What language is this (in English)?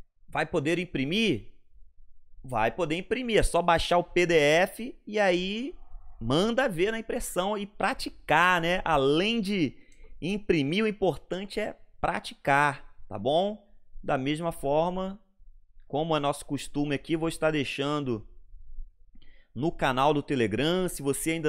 Portuguese